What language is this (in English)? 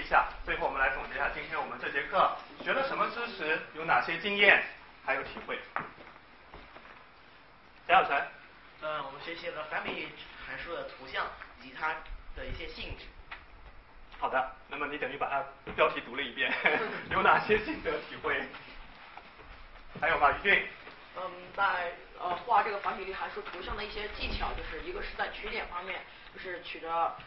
Chinese